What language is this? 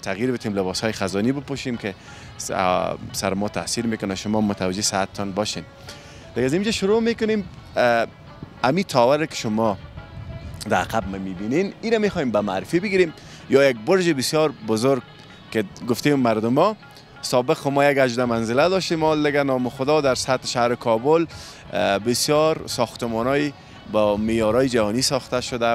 Persian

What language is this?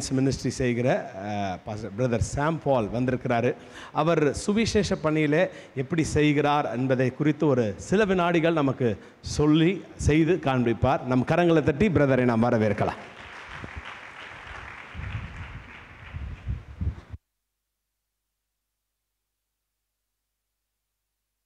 Tamil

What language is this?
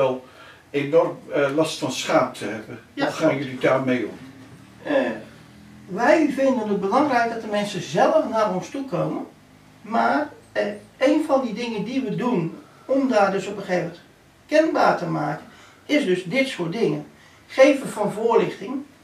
Dutch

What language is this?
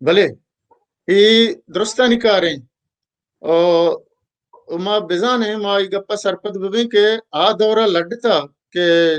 Baluchi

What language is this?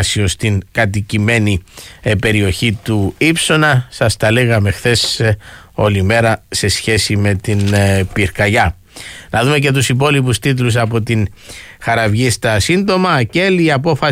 Greek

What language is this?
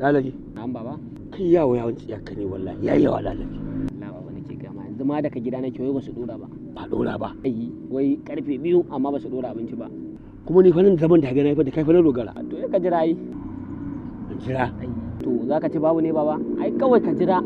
Hausa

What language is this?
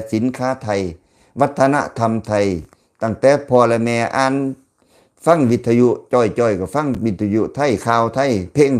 Lao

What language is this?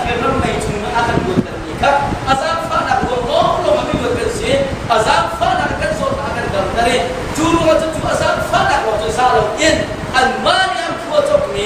Hakha Chin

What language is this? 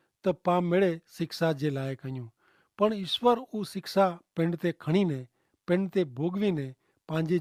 Kachhi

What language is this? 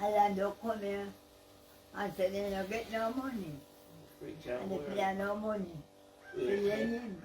Jamaican Creole English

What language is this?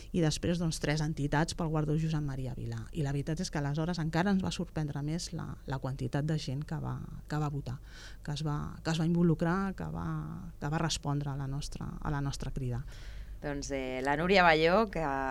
Catalan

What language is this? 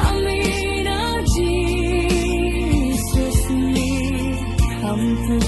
Falam Chin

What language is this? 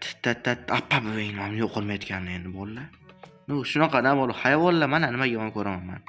Uzbek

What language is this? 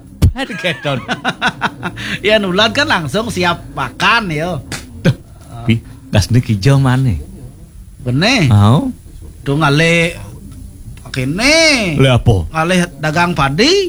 Balinese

